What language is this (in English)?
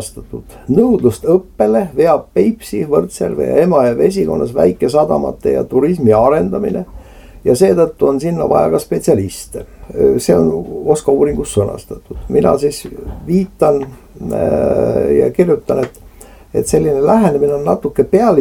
Estonian